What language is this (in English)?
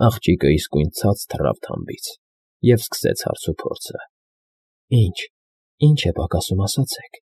Armenian